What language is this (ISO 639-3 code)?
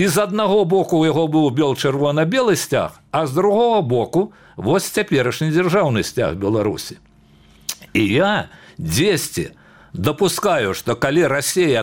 bel